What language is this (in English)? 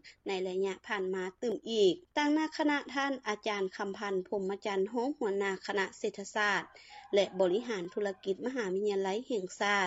Lao